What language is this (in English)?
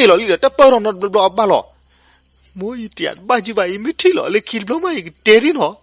S'gaw Karen